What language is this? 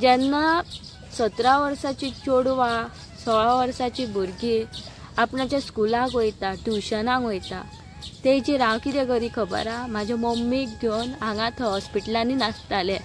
Konkani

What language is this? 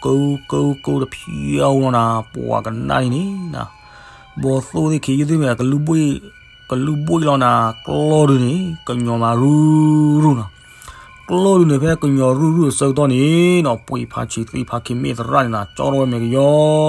S'gaw Karen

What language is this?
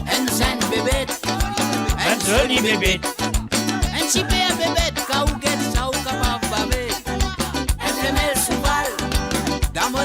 Morisyen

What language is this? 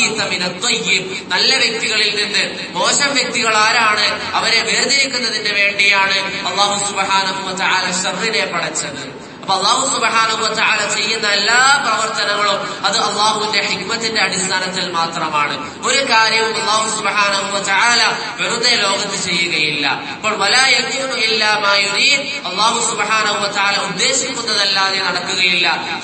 Malayalam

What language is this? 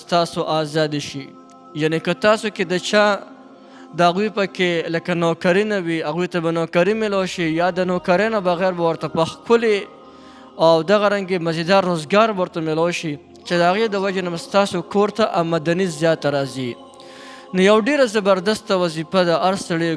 Pashto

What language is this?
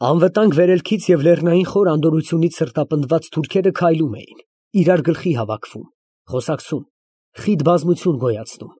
Armenian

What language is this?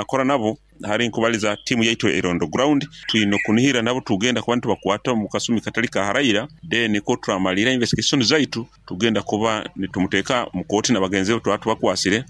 Nyoro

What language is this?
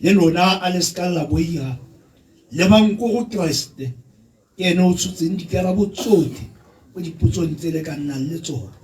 Tswana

